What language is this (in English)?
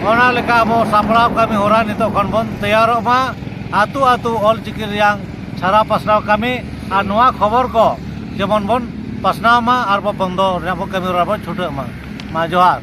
Santali